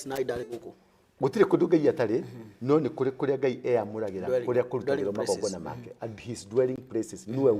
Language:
Kikuyu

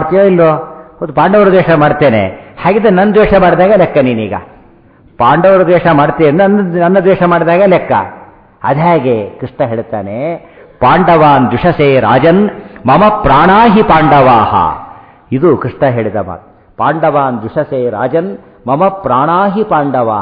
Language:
Kannada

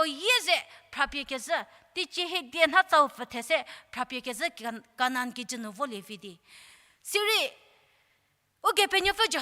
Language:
Angami Naga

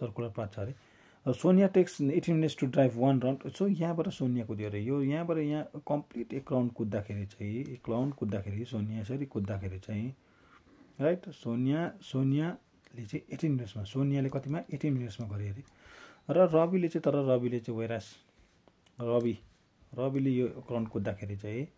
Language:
Nepali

